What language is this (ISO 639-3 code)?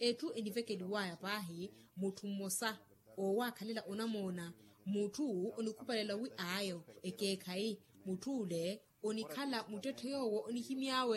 vmw